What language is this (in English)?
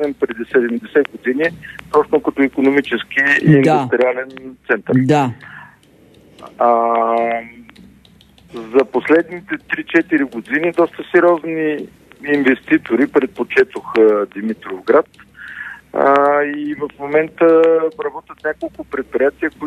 Bulgarian